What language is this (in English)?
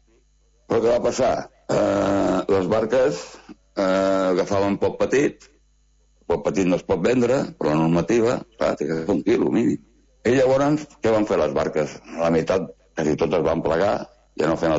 Catalan